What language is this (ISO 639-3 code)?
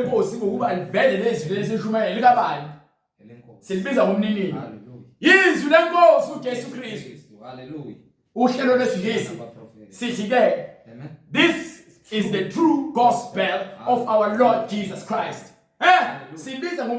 zul